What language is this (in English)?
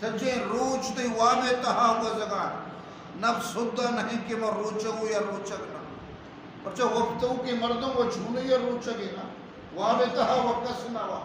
Eastern Balochi